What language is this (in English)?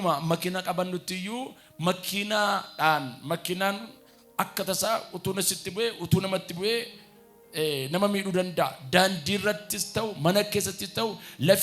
Oromo